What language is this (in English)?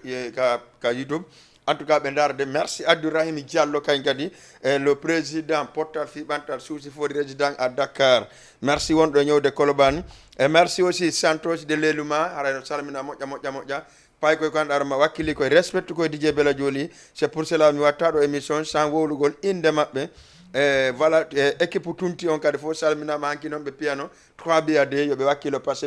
Fula